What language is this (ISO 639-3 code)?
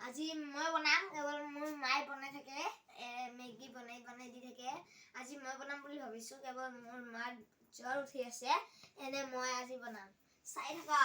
asm